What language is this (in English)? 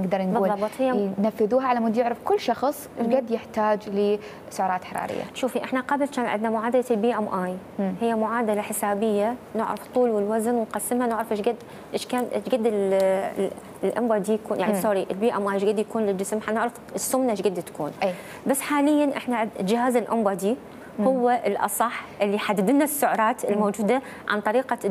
Mesopotamian Arabic